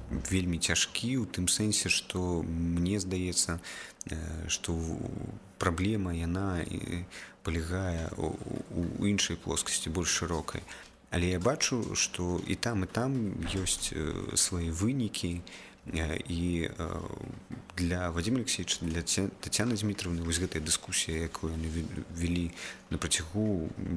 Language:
Belarusian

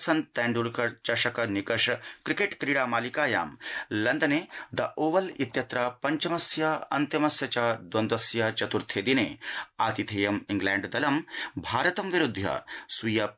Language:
Sanskrit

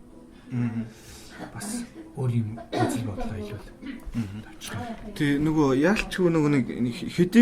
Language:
Mongolian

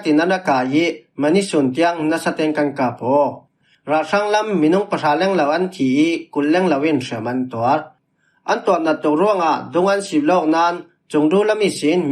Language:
Falam Chin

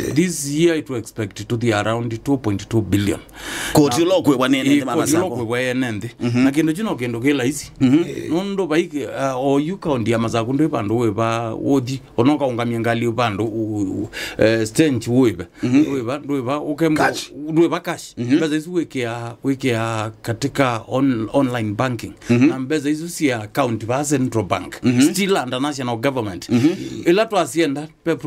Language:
Kamba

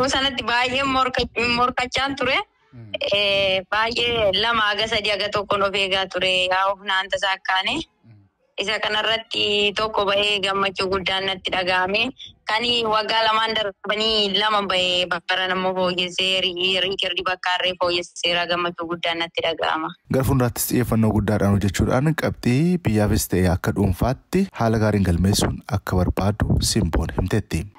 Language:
Oromo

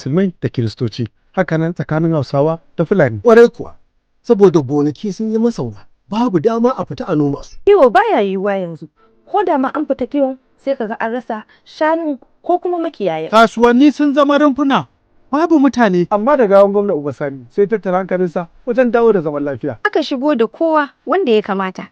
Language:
Hausa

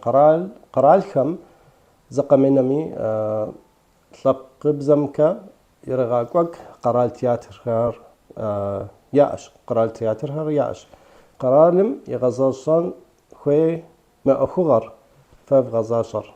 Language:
Kabardian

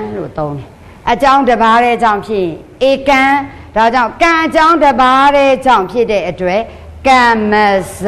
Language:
Burmese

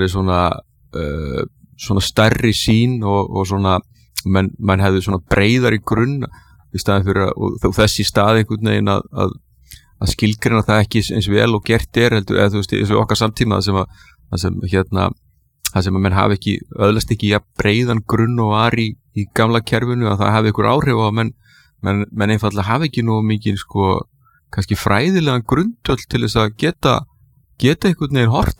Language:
Icelandic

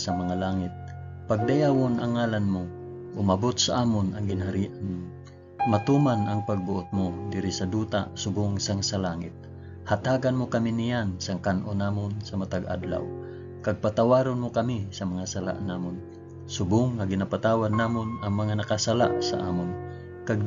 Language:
Hiligaynon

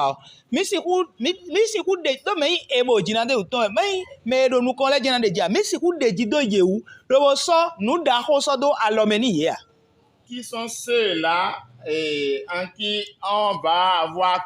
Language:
Fon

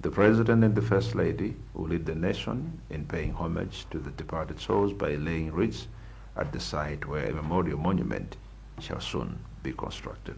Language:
Nyanja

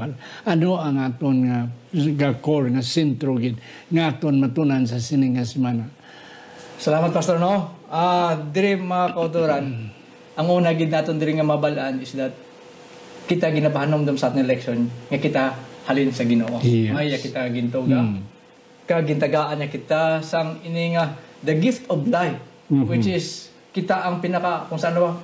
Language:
Hiligaynon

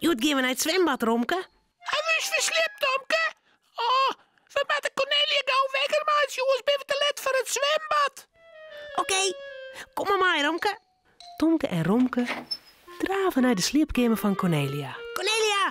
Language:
Western Frisian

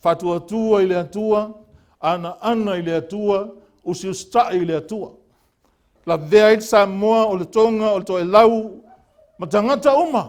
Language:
Samoan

